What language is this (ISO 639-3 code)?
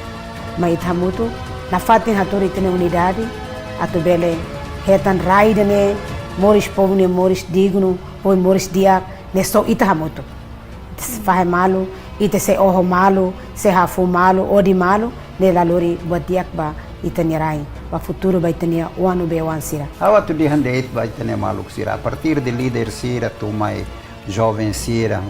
tet